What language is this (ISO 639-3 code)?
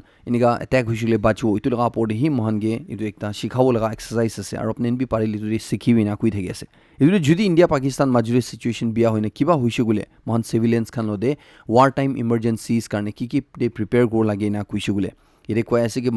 nag